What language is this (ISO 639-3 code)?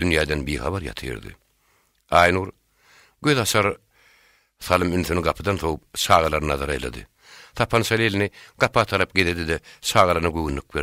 tuk